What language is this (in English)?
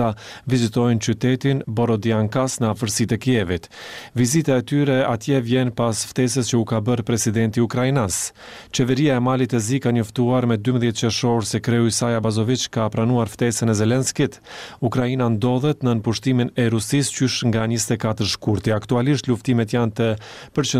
Albanian